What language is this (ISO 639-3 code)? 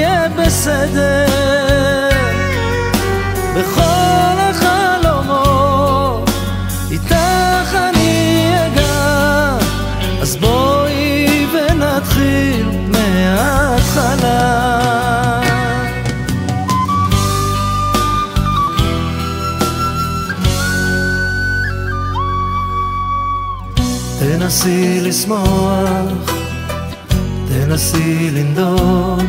heb